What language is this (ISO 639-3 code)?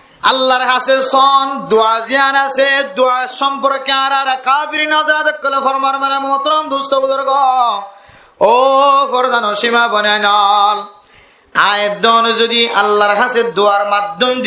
rhg